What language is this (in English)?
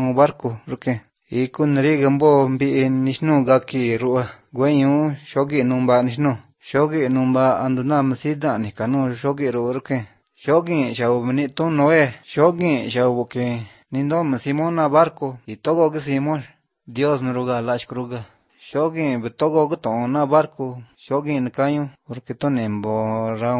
Galician